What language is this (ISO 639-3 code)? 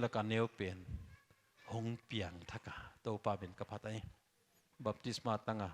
pck